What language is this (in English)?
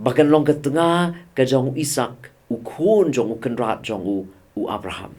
Khasi